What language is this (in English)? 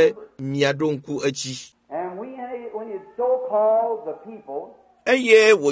Ewe